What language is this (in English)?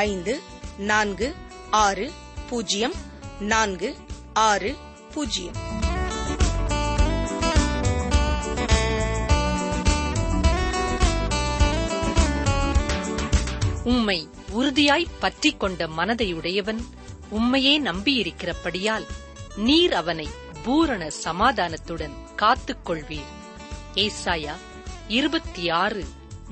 Tamil